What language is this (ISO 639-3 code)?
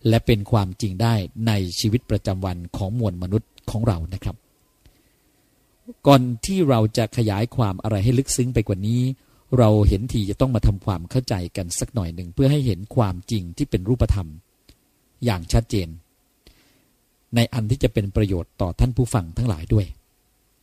tha